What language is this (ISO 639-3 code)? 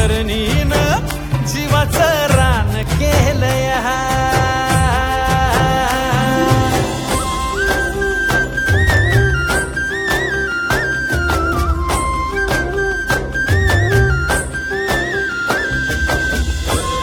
mar